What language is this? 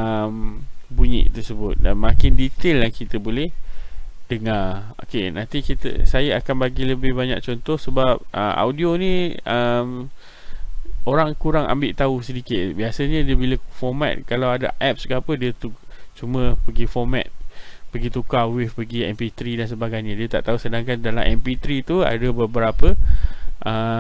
Malay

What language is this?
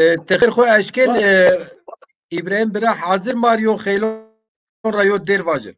Zaza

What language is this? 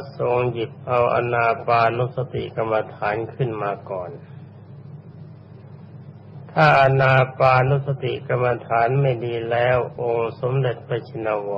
Thai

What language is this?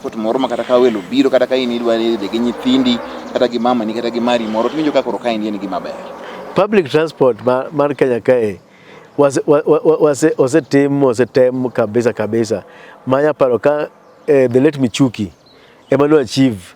Luo (Kenya and Tanzania)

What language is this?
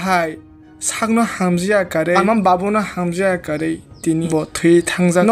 Kok Borok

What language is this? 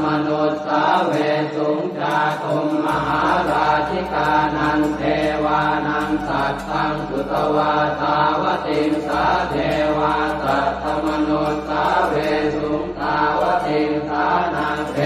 Pali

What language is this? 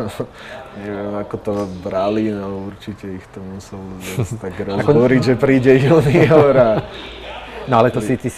Slovak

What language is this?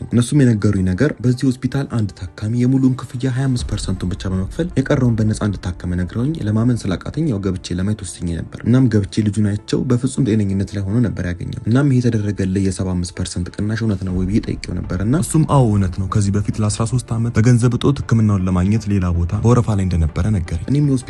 Amharic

